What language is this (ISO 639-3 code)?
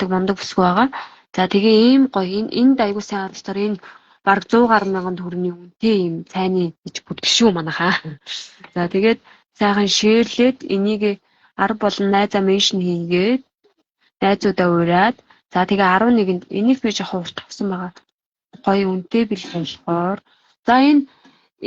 mon